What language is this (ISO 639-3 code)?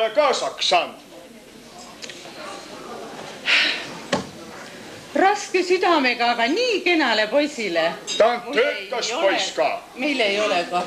est